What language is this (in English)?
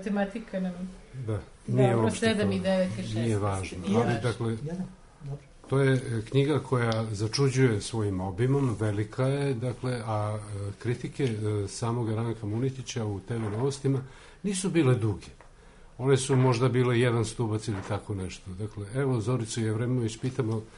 Serbian